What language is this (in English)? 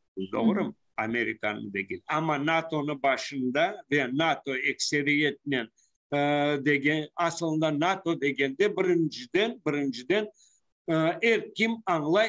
Crimean Tatar